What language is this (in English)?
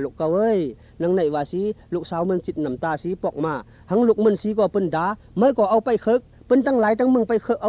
Shan